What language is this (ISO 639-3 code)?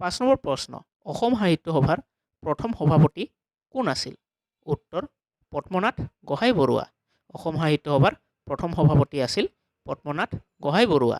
asm